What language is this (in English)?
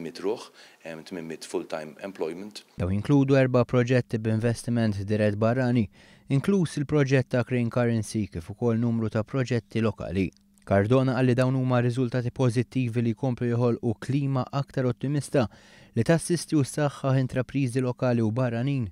Maltese